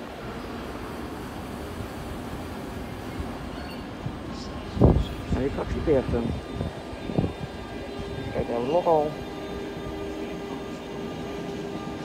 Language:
Dutch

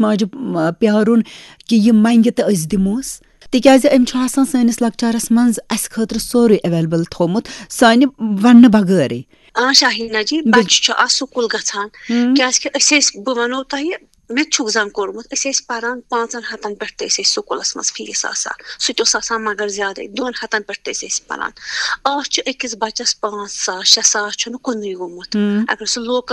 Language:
Kashmiri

